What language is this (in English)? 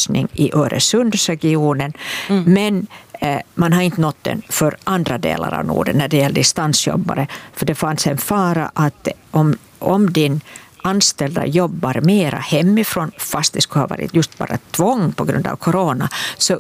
Swedish